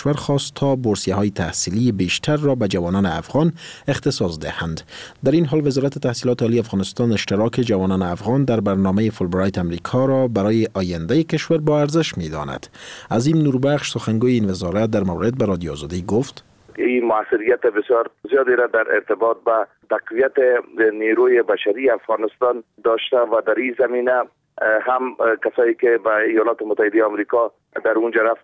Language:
Persian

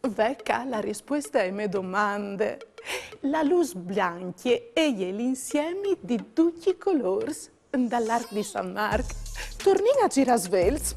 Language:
Friulian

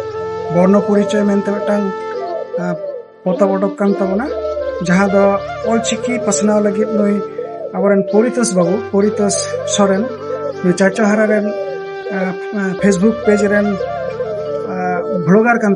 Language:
Santali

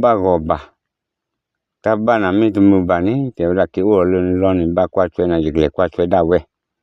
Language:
S'gaw Karen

